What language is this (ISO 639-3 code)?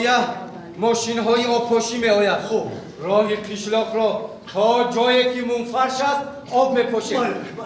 tgk